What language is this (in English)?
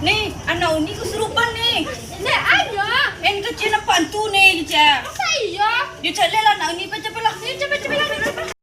Minangkabau